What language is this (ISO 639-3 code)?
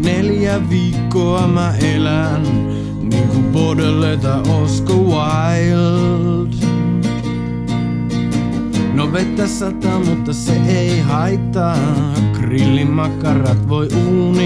fin